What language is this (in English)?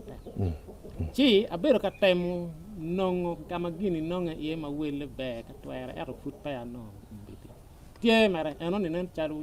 Acoli